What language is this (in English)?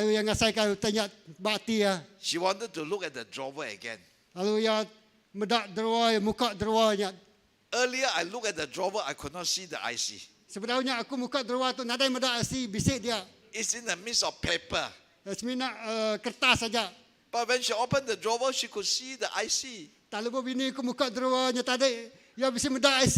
Iban